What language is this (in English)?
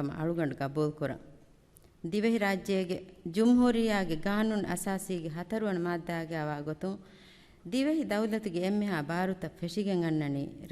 Divehi